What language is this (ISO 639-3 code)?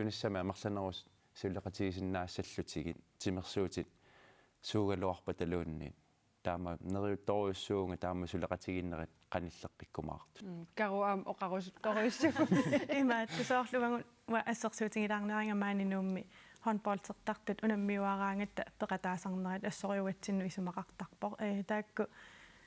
kal